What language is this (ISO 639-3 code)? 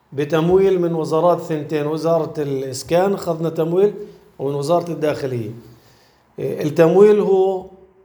apc